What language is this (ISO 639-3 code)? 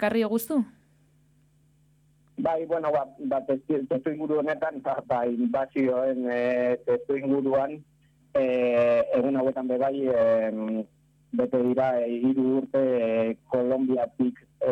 eus